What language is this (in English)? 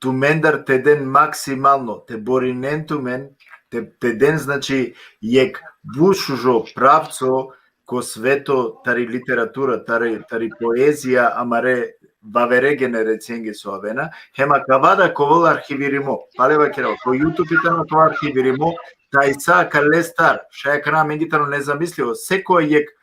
Balkan Romani